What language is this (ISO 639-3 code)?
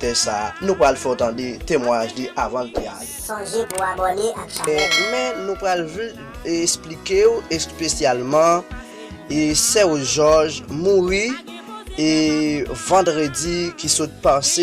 hat